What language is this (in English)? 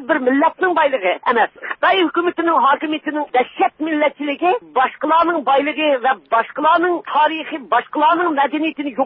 Uyghur